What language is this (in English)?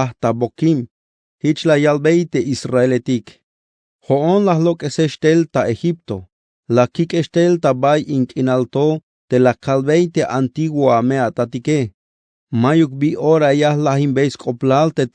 Tzeltal